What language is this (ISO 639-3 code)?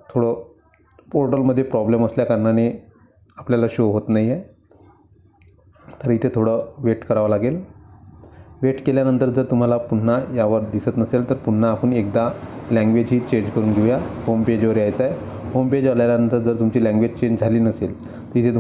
mar